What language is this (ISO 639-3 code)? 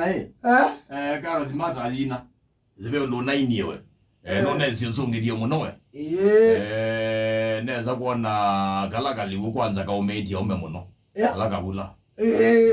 kam